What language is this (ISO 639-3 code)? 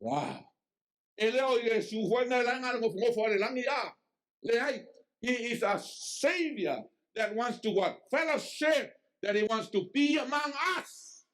smo